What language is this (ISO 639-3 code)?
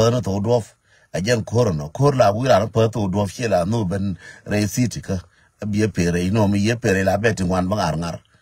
nus